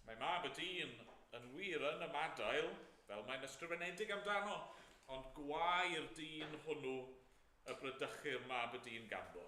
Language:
Welsh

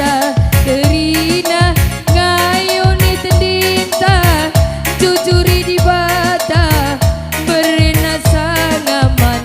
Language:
Batak Karo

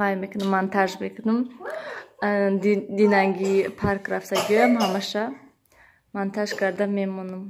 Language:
Tajik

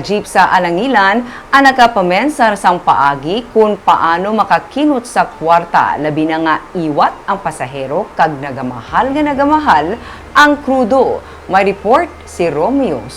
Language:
Hiligaynon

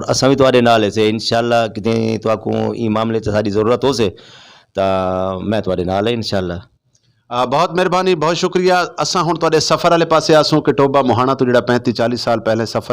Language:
Saraiki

